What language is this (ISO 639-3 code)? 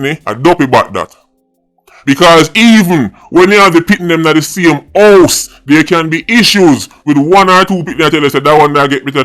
jam